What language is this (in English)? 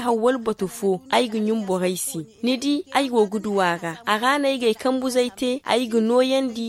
Zarma